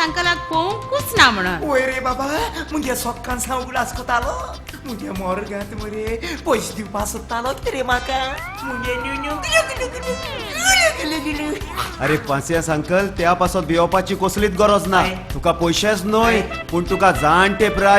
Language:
Konkani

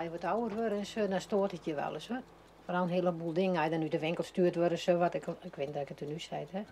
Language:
Western Frisian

